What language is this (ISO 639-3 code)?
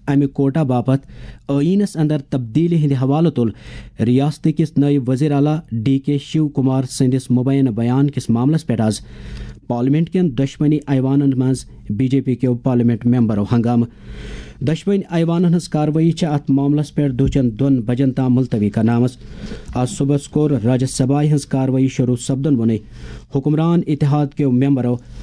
kas